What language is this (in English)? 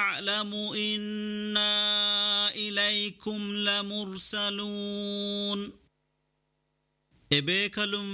Arabic